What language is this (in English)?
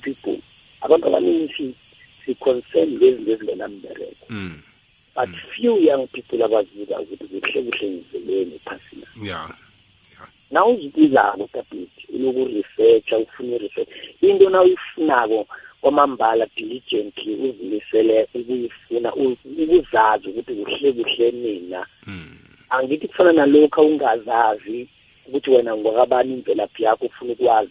South Ndebele